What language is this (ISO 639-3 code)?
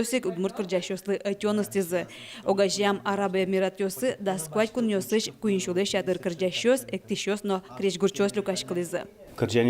udm